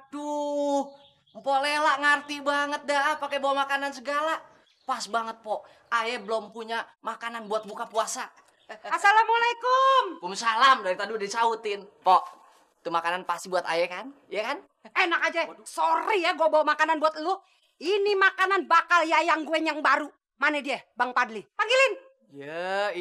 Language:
Betawi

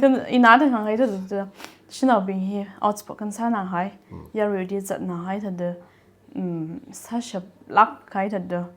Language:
Tangkhul Naga (India)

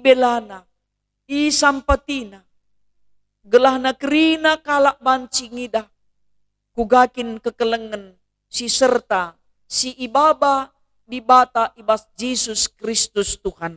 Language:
Batak Karo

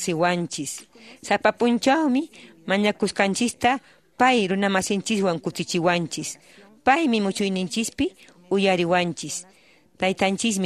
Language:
Quechua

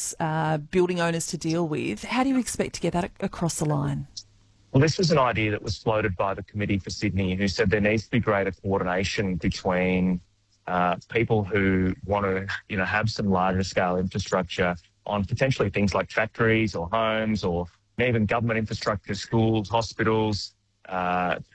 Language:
English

